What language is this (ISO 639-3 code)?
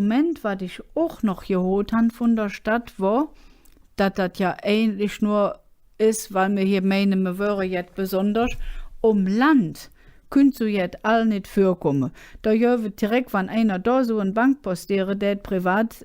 ksh